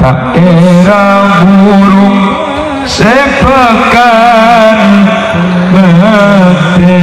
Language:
Madurese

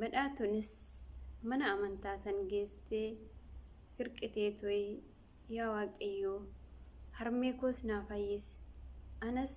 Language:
Oromo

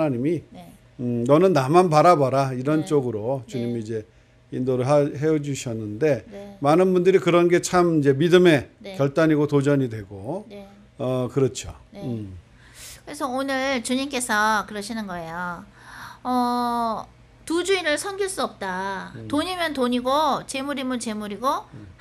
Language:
Korean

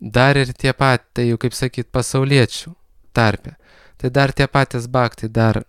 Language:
Lithuanian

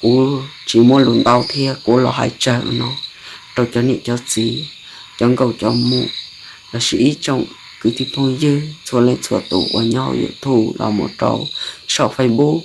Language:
Hmong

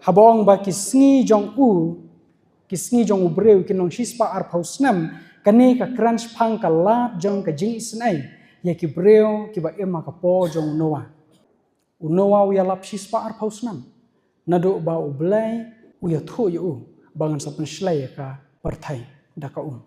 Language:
Khasi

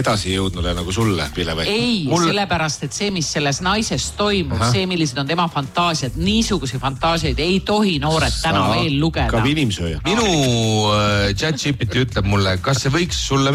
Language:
Estonian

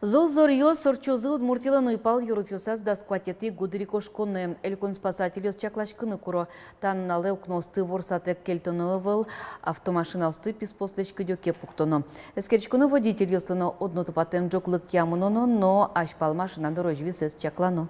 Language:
Udmurt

